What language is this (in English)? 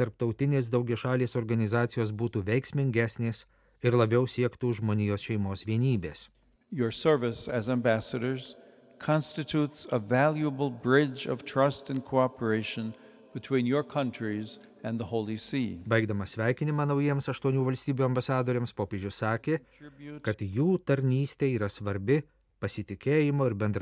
Lithuanian